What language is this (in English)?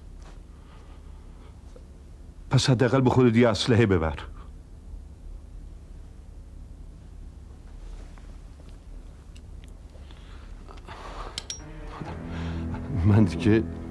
Persian